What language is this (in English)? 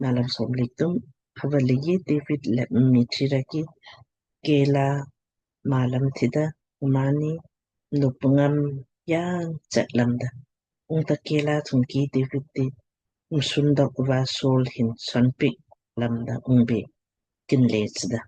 Lamkang